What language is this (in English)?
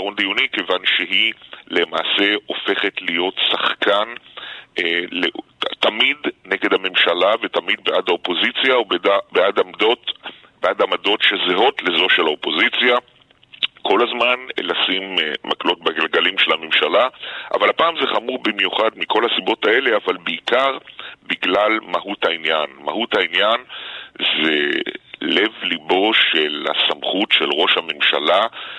Hebrew